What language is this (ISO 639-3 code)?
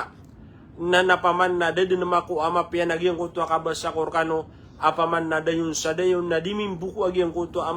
mrw